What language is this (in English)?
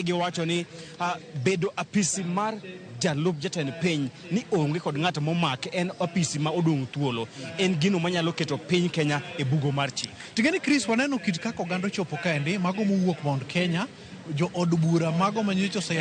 Luo (Kenya and Tanzania)